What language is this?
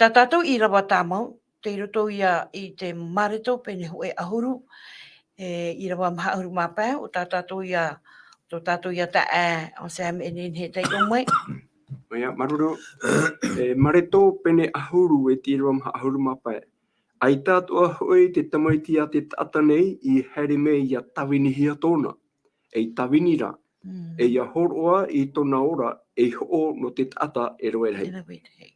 Tahitian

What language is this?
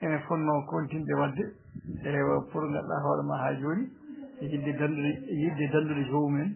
Fula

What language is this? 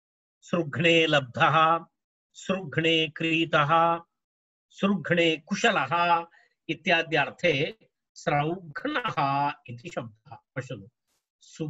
Sanskrit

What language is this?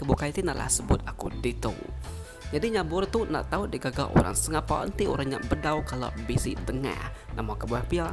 Iban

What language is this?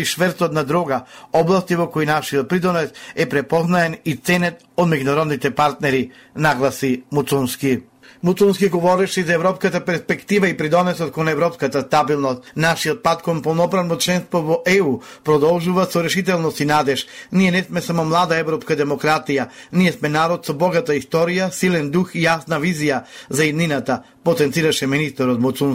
Macedonian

